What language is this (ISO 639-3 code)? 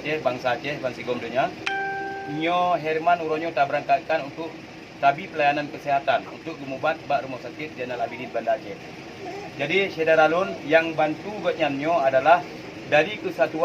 ace